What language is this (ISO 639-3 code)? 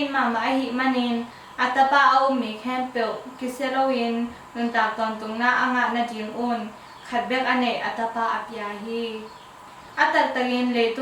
ctd